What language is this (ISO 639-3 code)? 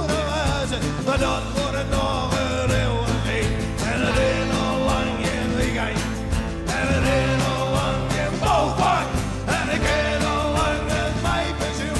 fry